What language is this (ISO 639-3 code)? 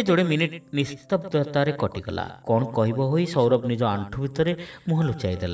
ori